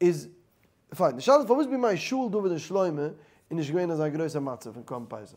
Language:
Yiddish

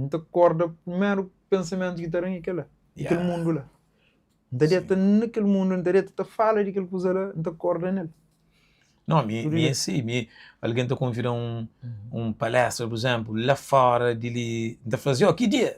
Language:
Kabuverdianu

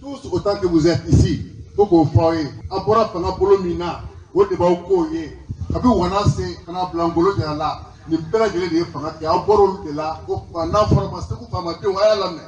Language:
Bambara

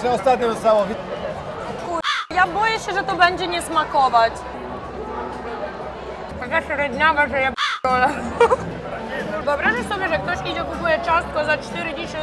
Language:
Polish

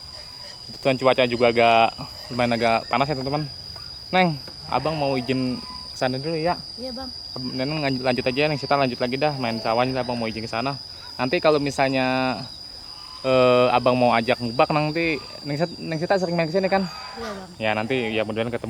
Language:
Betawi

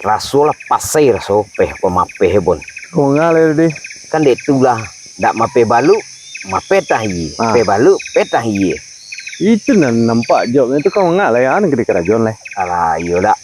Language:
Minangkabau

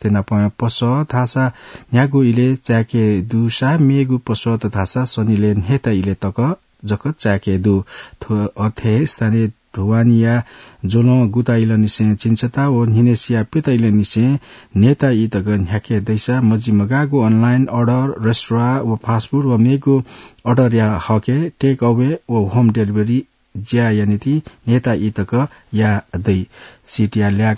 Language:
Newari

